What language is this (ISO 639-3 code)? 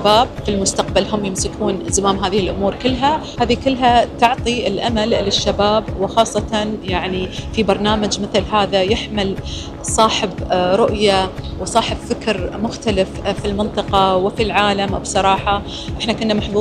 ara